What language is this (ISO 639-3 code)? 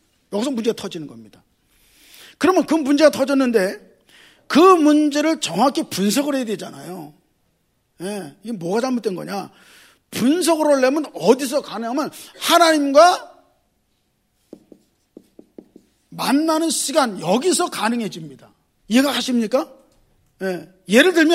kor